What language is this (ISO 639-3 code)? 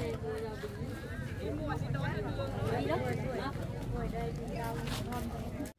vie